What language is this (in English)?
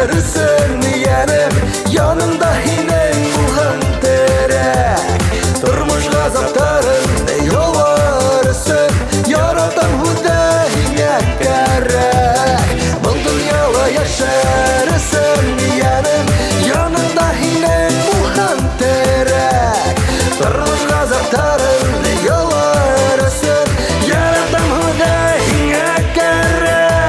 Bashkir